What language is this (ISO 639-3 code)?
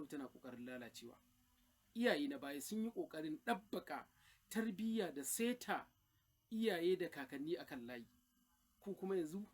hau